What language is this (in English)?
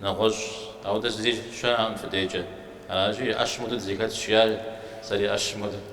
Kabardian